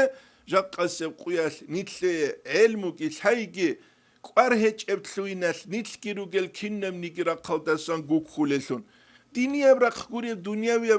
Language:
Avaric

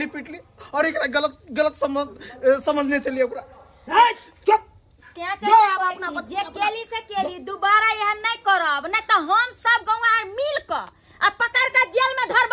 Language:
Maithili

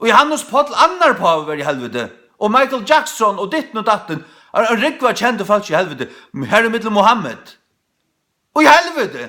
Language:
Faroese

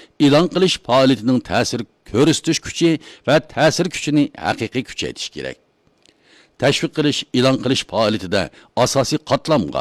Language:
Uyghur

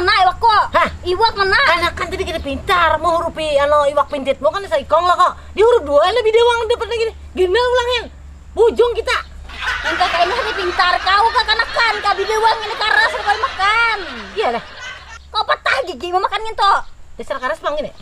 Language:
Banjar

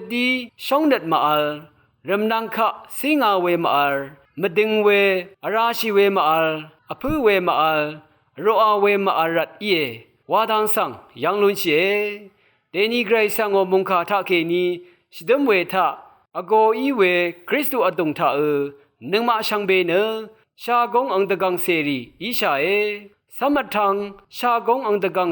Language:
Rawang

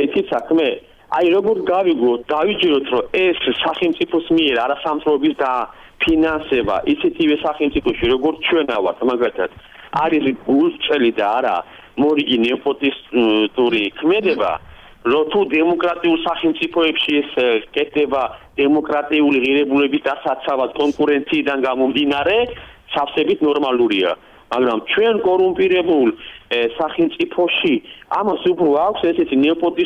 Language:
Georgian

